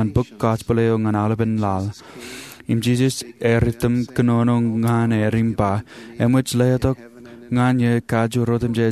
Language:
Marshallese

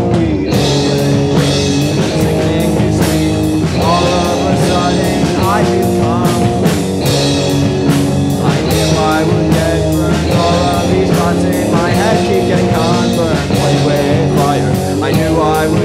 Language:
English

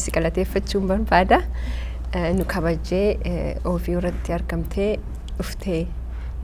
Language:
Oromo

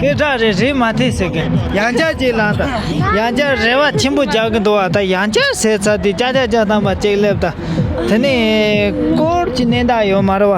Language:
Tibetan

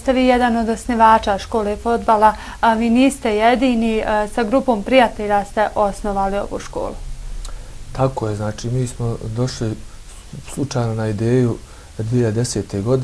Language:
Bosnian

